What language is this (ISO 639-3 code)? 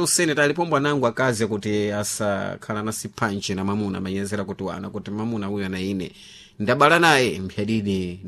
seh